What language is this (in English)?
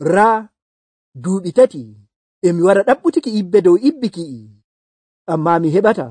Nigerian Fulfulde